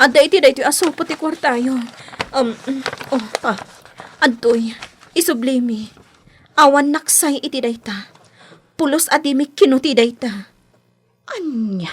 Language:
Iloko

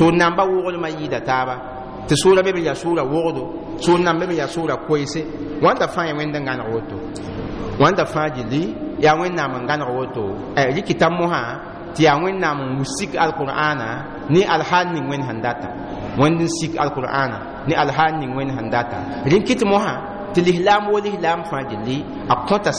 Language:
Mossi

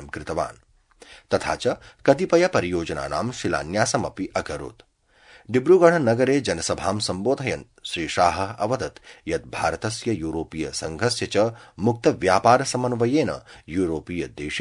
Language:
Sanskrit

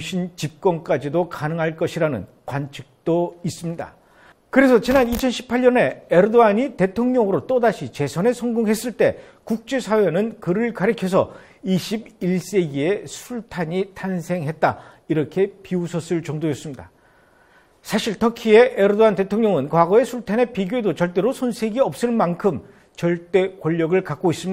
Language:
Korean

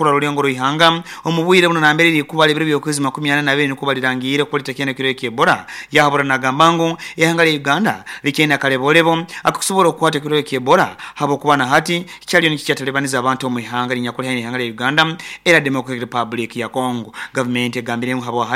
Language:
Nyoro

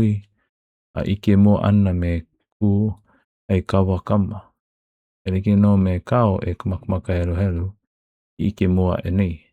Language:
Hawaiian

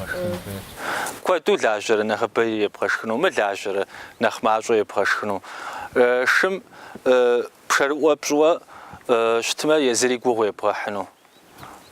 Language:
Kabardian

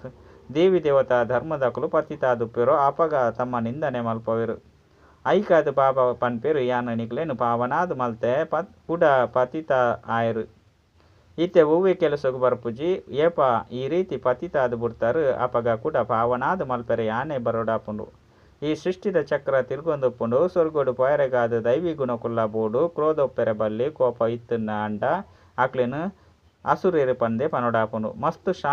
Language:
Tulu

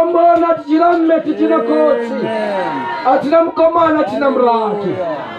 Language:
Venda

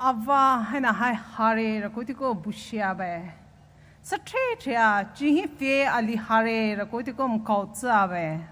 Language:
Poumei Naga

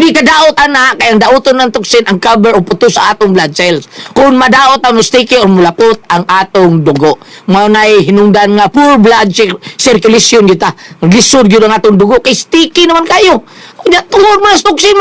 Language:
Cebuano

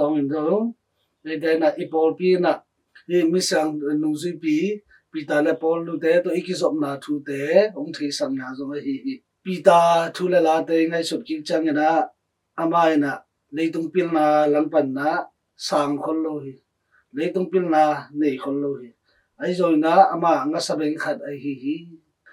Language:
Tedim Chin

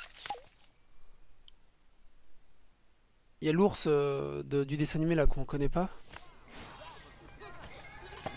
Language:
French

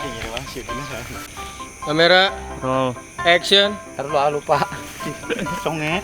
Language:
Betawi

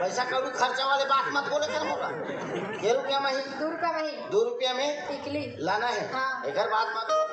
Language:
Chhattisgarhi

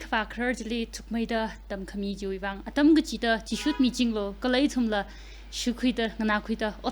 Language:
Tangkhul Naga (India)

